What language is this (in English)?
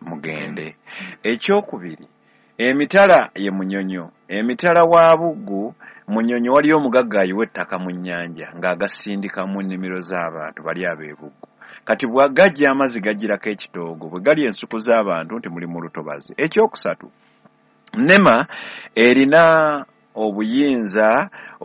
Ganda